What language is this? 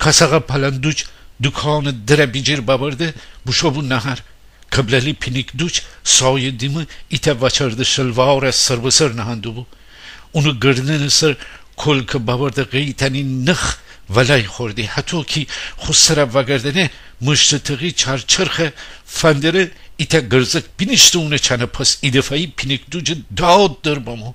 Gilaki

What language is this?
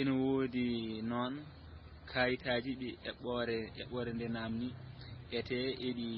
Fula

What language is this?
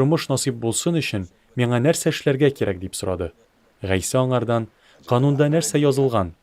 Tatar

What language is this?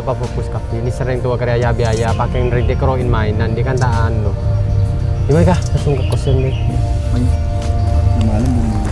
Madurese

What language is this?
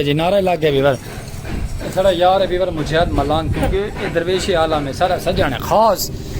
Saraiki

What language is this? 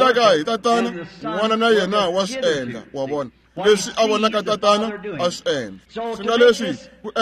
Tsonga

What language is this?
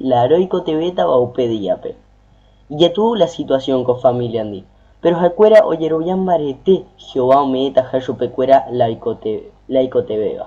Guarani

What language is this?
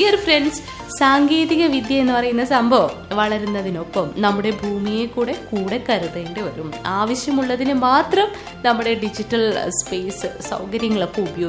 Malayalam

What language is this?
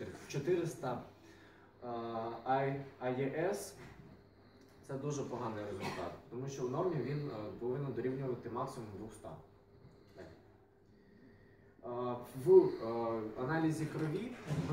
Ukrainian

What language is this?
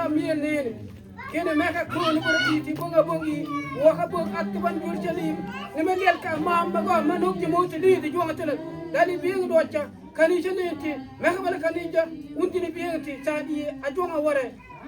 Mabaan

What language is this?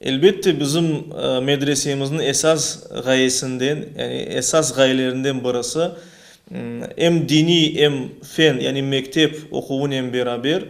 Crimean Tatar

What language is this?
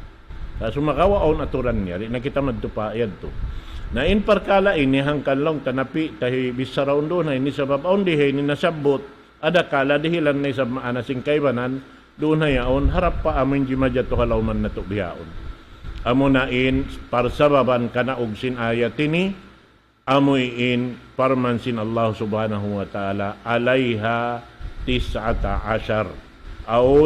Tausug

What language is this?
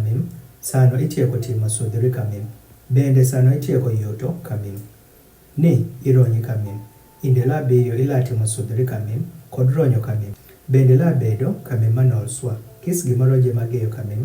Adhola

